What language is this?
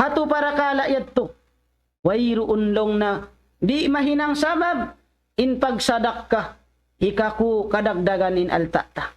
Tausug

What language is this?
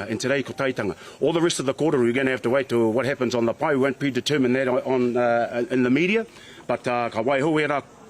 Māori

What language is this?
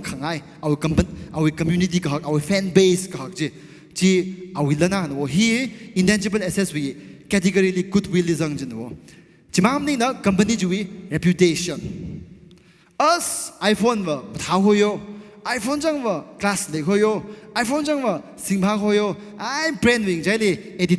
Tangkhul Naga (India)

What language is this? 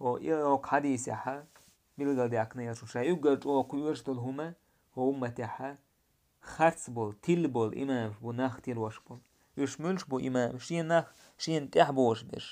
Chechen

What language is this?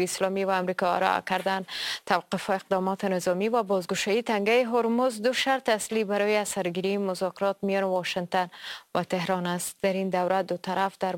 Persian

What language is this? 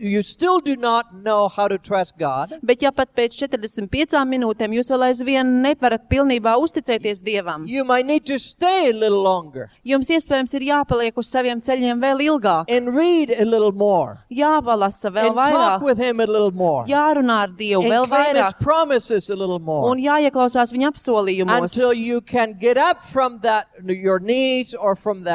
Latvian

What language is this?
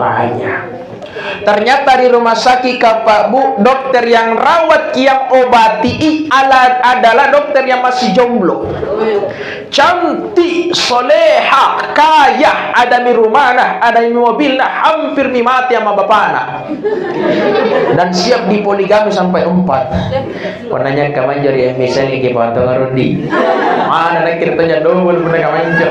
Indonesian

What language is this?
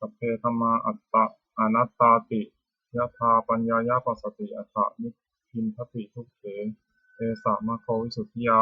Pali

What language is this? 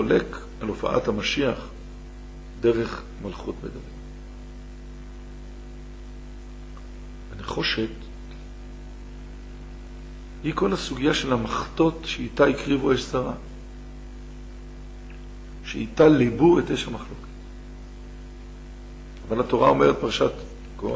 Hebrew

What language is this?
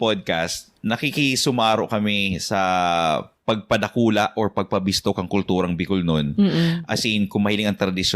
Bikol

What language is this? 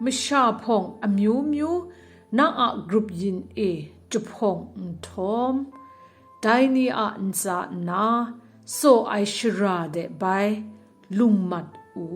Kachin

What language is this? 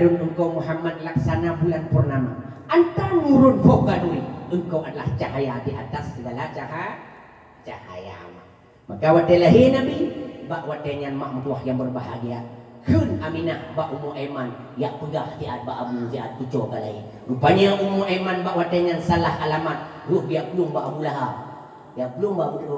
Achinese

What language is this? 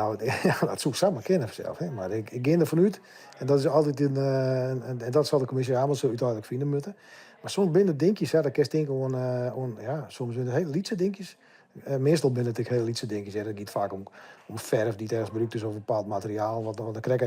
Western Frisian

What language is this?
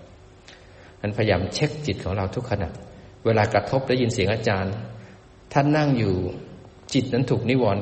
Thai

